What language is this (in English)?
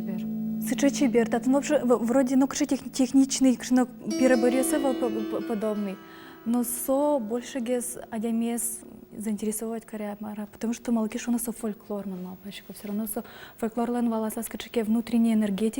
Udmurt